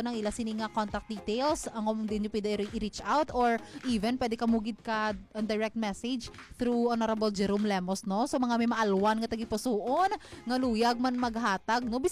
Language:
Hiligaynon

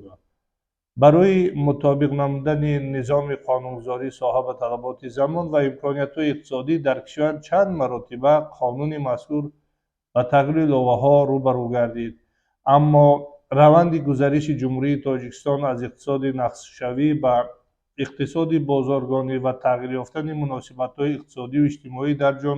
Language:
Tajik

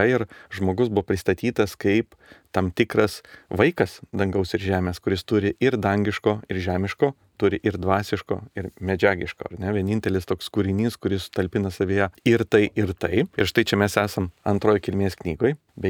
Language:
Lithuanian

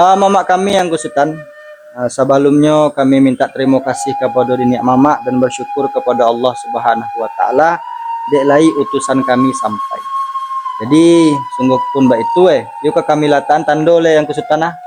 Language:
Minangkabau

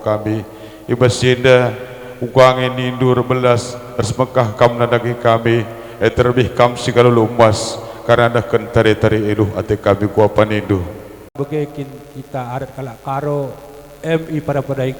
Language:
Batak Karo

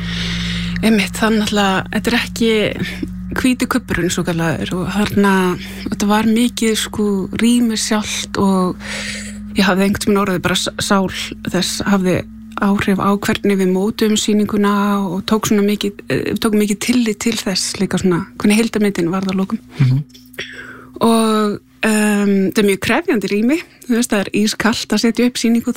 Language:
Icelandic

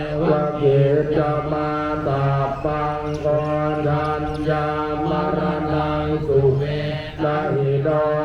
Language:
Pali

